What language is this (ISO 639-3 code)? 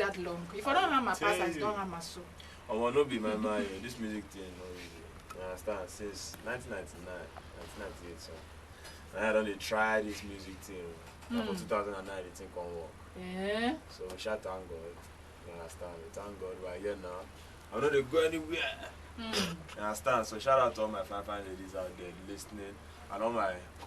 pcm